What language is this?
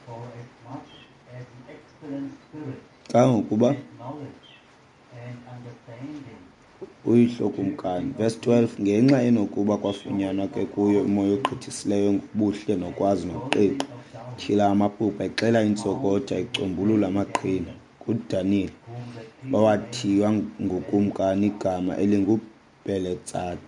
Xhosa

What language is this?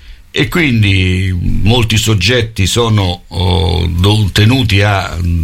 Italian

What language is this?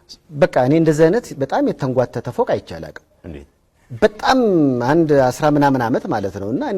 Amharic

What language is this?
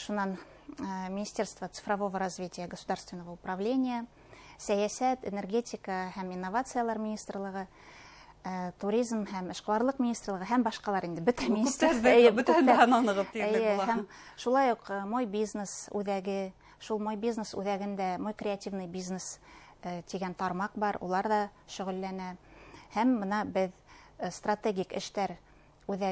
Bashkir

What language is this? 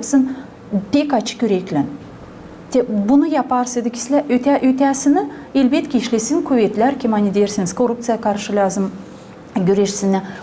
Gagauz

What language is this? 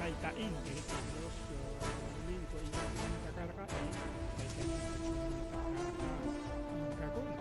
Ayacucho Quechua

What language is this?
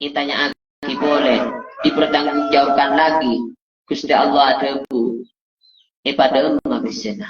Madurese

